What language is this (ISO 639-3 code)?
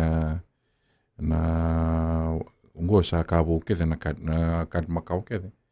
fij